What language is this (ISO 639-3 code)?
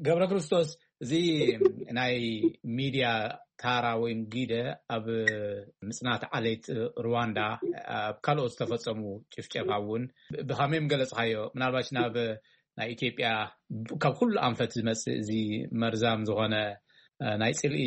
tir